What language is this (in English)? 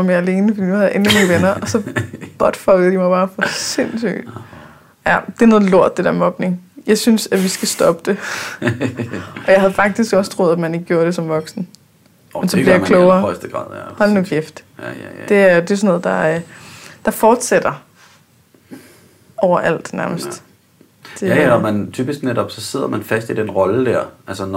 Danish